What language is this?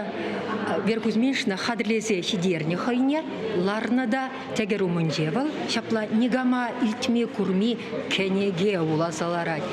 Chuvash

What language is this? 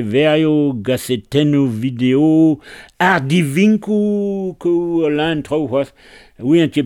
Breton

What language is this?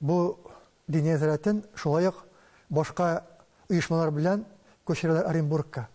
Tatar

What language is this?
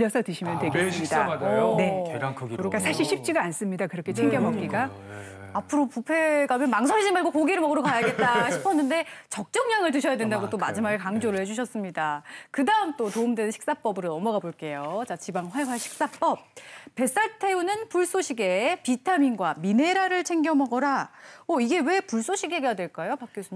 Korean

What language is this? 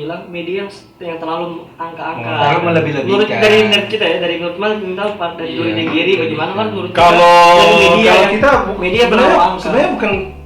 Manado Malay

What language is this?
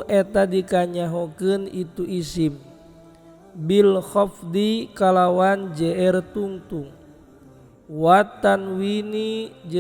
Sundanese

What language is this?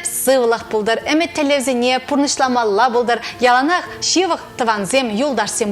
Chuvash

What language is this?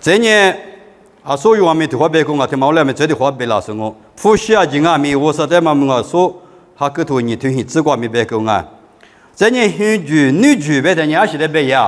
Lisu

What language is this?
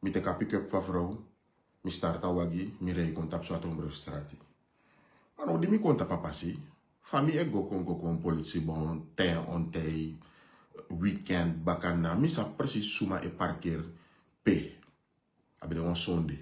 Sranan Tongo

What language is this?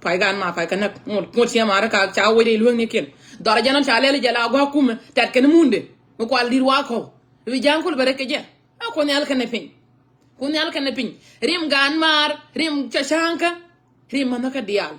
Nuer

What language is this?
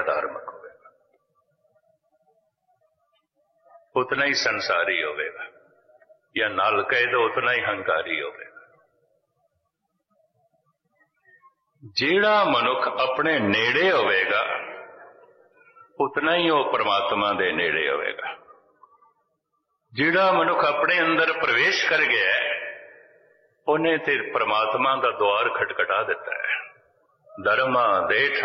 Punjabi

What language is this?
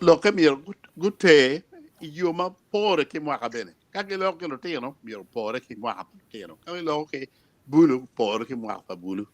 Acoli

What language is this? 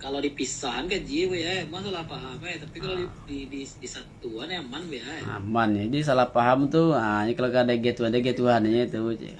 Minangkabau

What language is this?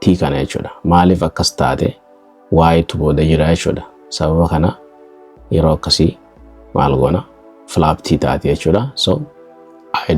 Oromo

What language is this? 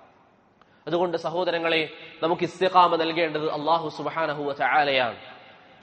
Malayalam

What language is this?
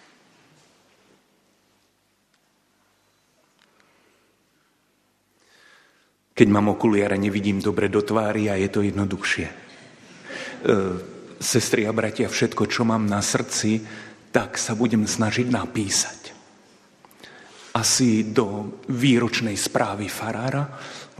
Slovak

